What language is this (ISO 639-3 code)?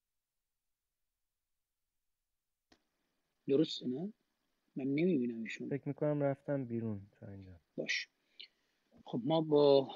fas